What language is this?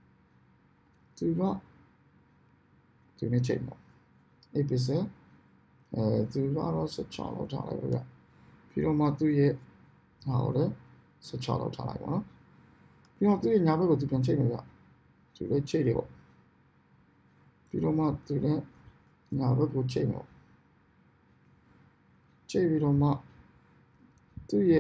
Burmese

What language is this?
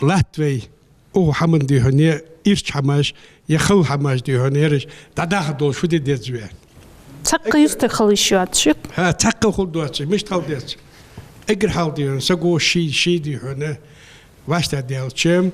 Ingush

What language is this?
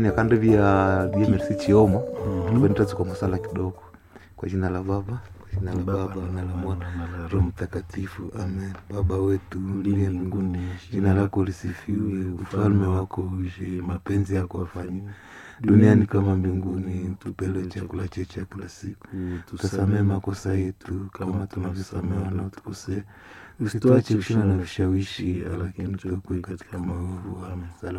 Swahili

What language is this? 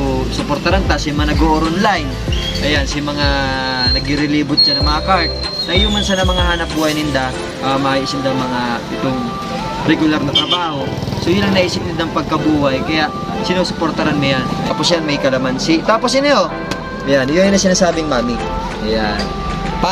Bikol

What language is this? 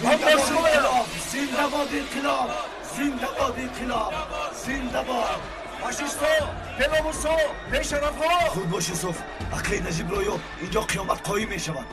Tajik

